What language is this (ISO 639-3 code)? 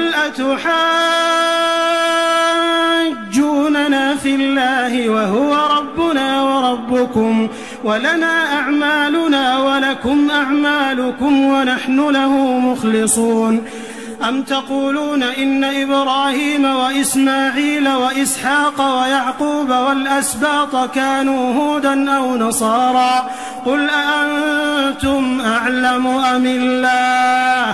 ara